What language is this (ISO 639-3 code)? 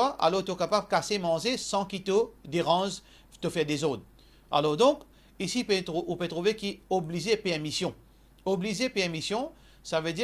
mfe